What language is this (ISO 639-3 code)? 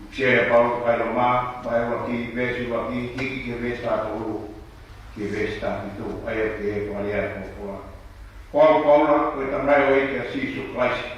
ton